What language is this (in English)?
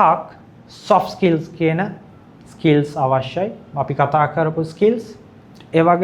Sinhala